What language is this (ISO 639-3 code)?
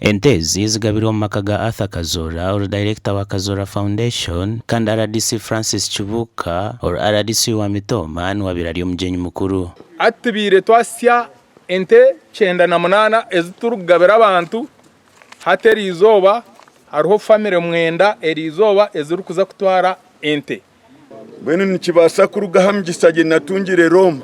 nyn